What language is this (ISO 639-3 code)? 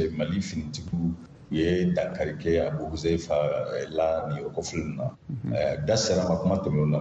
bam